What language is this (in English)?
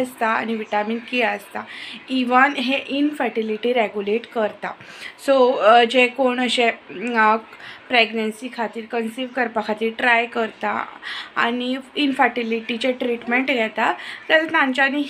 Konkani